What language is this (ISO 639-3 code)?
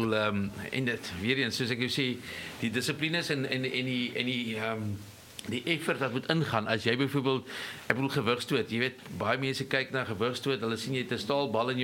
afr